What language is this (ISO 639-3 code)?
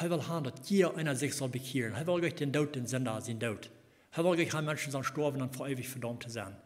pdt